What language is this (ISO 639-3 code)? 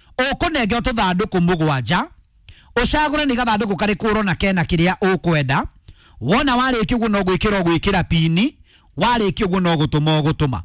kik